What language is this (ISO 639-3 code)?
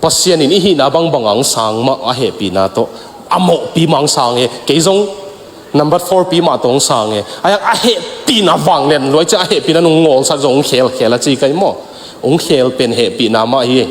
ctd